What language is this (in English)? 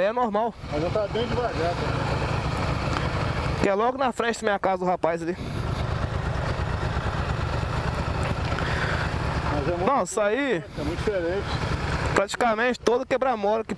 Portuguese